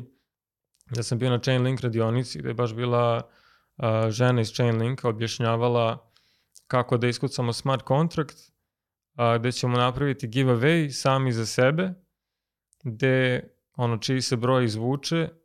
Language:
Serbian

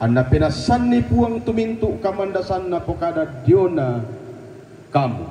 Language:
Toraja-Sa'dan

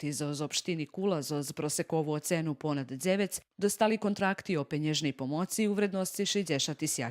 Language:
Rusyn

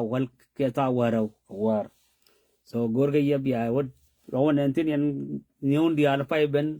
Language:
Nuer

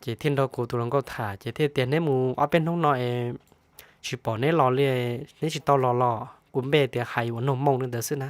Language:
Hmong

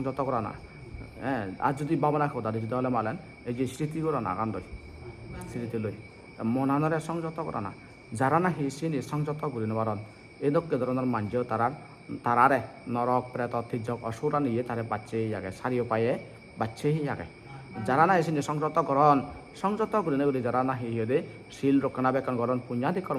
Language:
Chakma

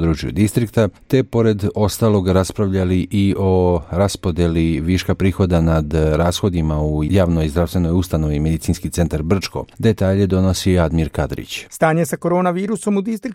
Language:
Croatian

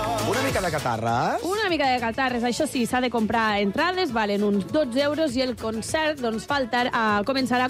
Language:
Catalan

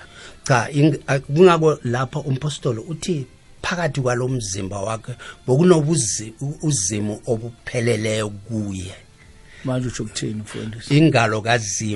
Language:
South Ndebele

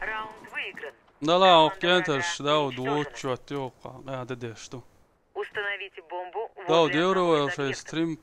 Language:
Chechen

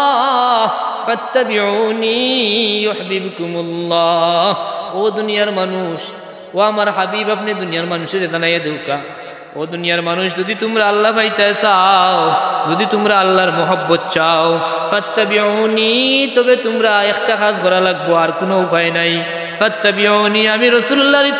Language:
Sylheti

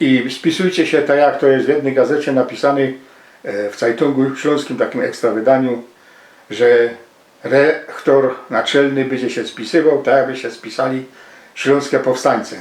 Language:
Silesian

